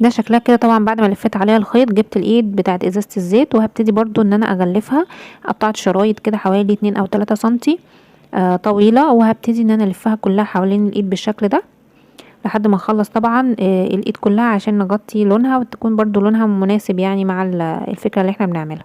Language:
Egyptian Arabic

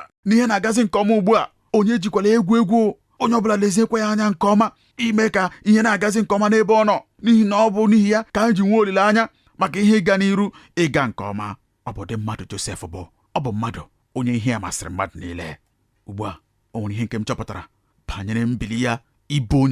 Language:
Igbo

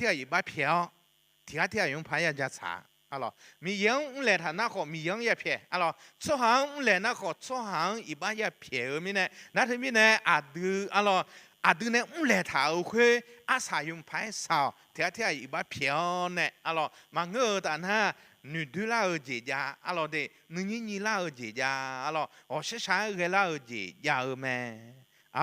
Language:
Akha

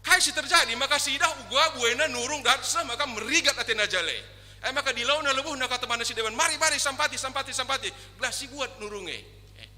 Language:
Batak Karo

